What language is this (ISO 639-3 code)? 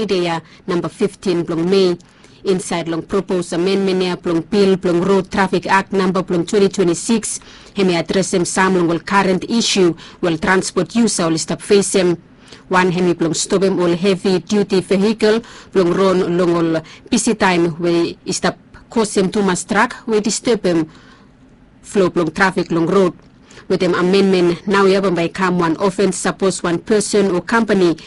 bis